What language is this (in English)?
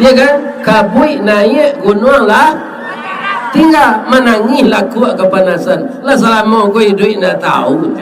Minangkabau